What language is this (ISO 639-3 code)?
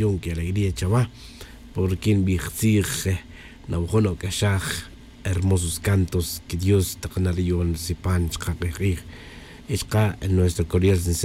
tzj